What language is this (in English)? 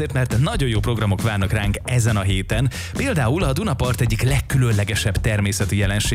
Hungarian